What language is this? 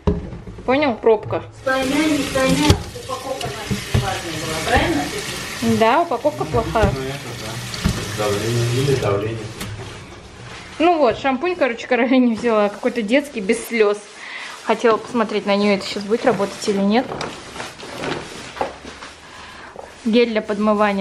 Russian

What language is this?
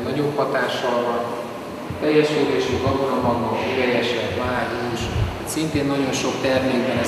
Hungarian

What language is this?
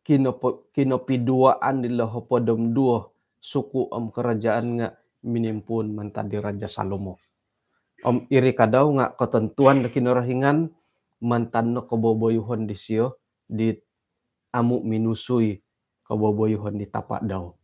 Central Dusun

